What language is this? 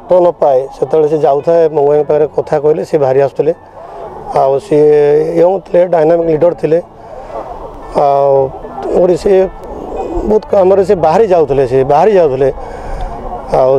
Odia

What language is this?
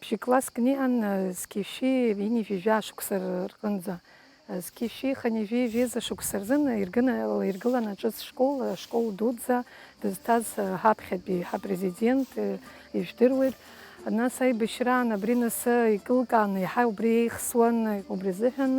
Abkhazian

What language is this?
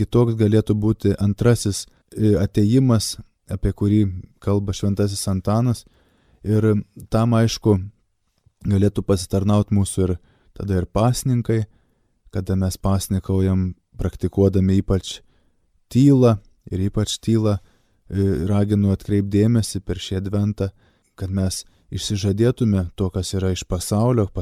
Lithuanian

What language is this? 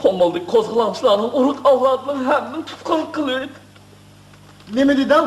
Uyghur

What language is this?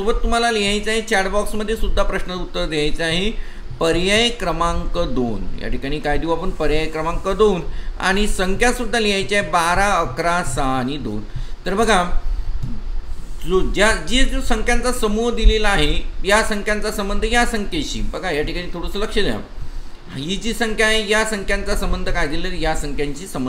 Marathi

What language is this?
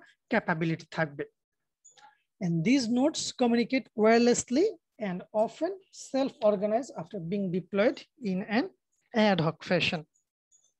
Bangla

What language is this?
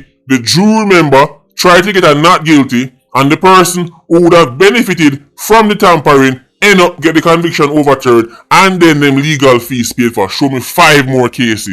Jamaican Creole English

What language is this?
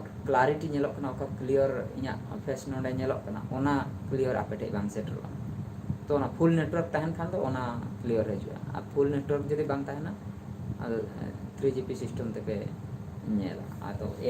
Santali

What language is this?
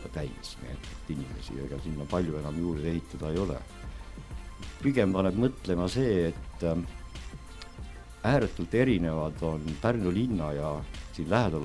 Estonian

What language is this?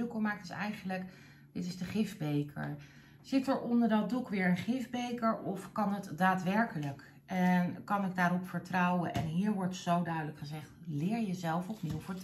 Dutch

